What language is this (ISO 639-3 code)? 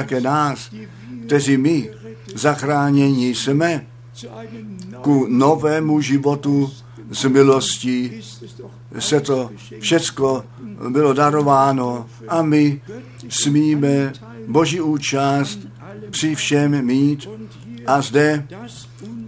ces